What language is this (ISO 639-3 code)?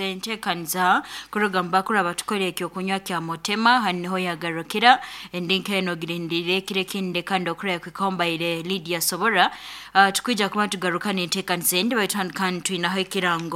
nyn